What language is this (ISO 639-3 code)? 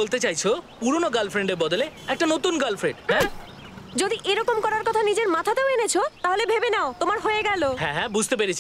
ben